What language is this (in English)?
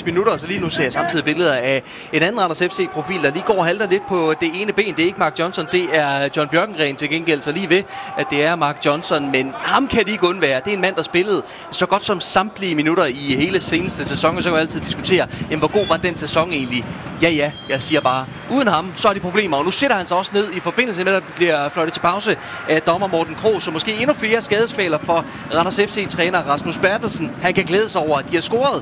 Danish